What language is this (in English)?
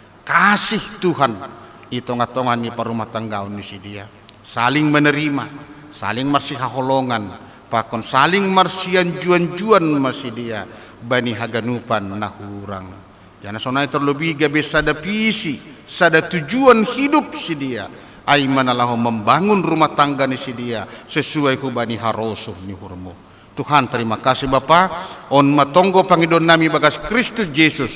Batak Simalungun